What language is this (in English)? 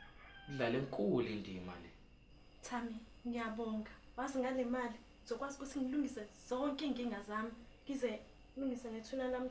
Zulu